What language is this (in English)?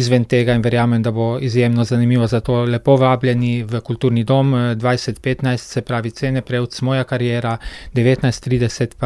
Slovenian